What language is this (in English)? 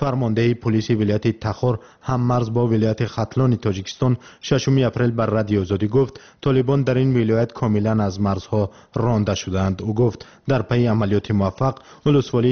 Tajik